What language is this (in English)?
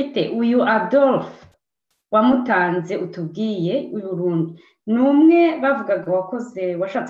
Kinyarwanda